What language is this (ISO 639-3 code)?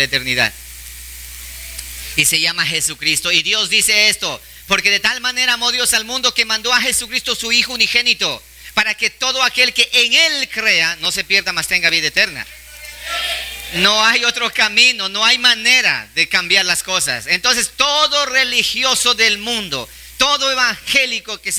spa